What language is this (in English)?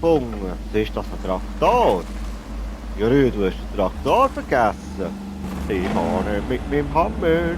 Swiss German